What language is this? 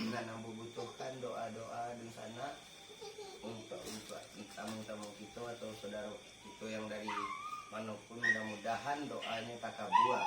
Minangkabau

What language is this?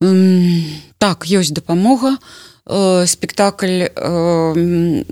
Belarusian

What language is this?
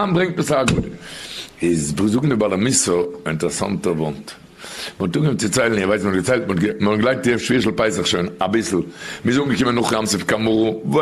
Yiddish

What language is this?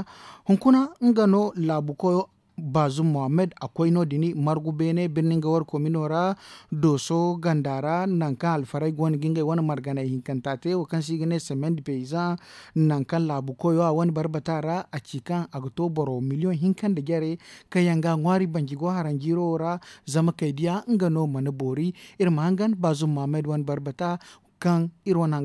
Zarma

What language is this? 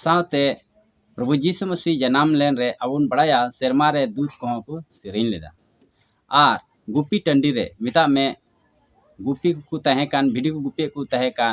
Santali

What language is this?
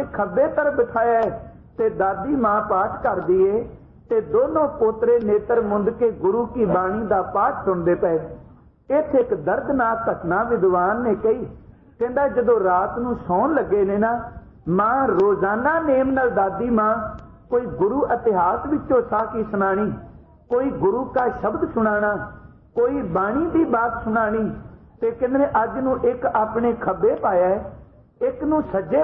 Punjabi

